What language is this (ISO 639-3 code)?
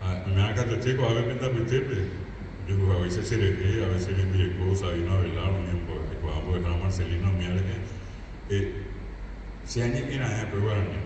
grn